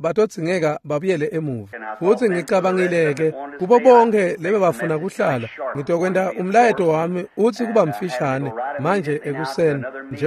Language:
Swati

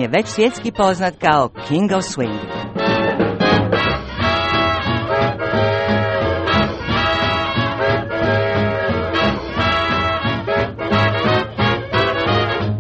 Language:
Croatian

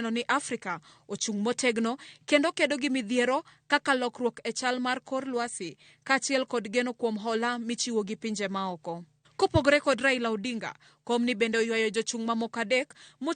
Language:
Luo (Kenya and Tanzania)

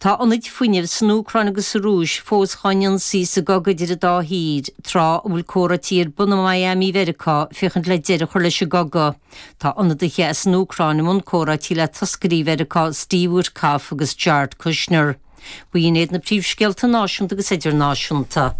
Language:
Irish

